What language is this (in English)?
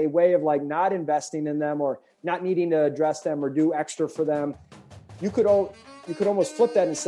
English